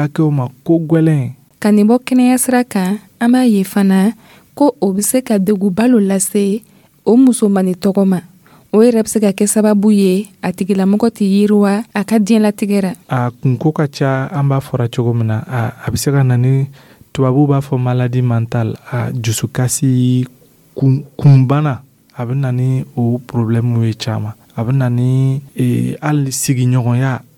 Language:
Dyula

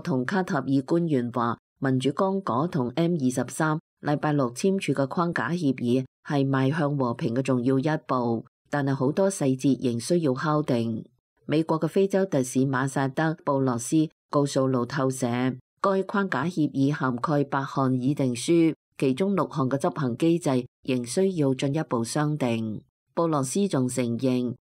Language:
Cantonese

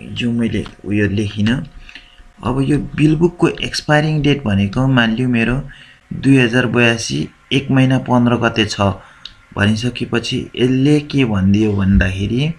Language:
Nepali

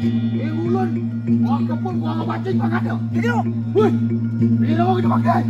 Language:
Balinese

